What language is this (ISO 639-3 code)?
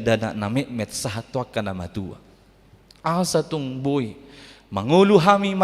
bbc